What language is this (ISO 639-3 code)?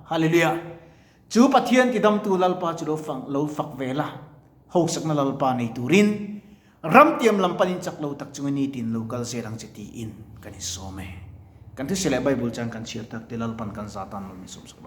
lus